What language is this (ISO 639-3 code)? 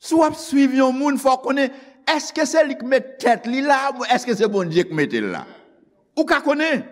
hat